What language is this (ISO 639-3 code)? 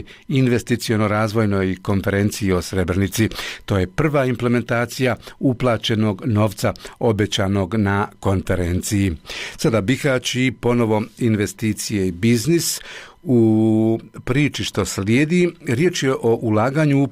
bos